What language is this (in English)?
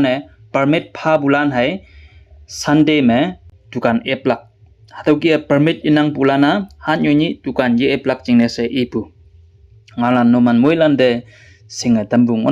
Konyak Naga